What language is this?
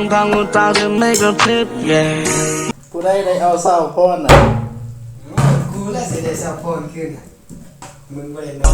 Lao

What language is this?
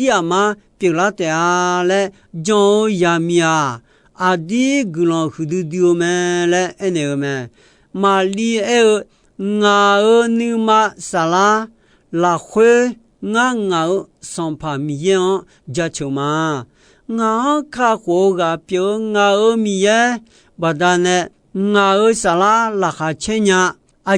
Akha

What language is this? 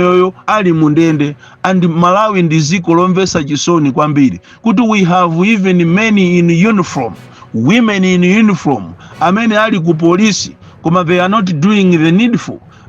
Nyanja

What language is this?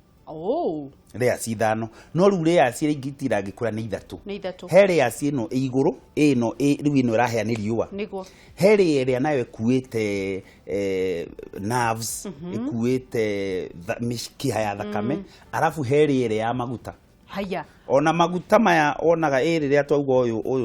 Kikuyu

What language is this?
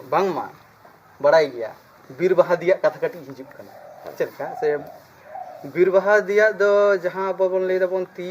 Santali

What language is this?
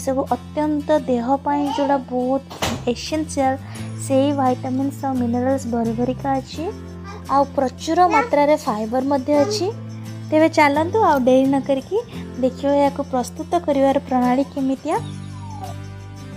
Odia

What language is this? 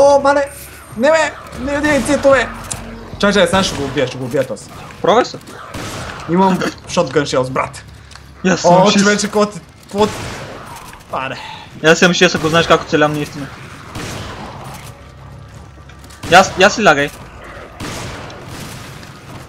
Bulgarian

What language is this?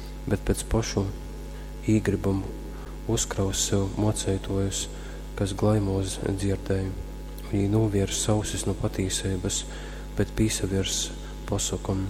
Latgalian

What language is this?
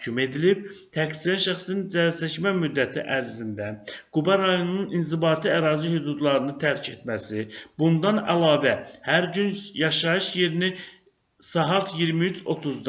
Azerbaijani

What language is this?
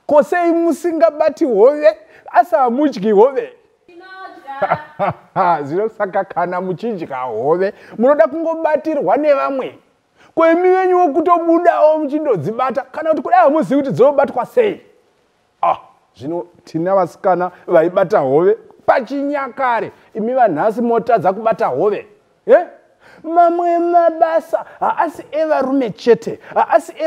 Shona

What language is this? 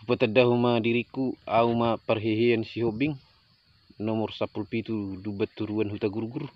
Batak Toba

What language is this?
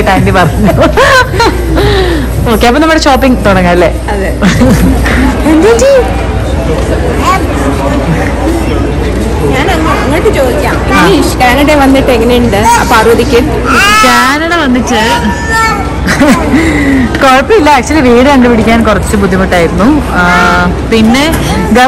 Malayalam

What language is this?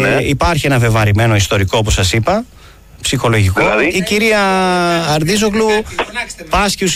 Greek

